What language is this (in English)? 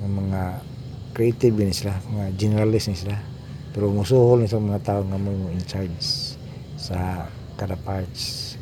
Cebuano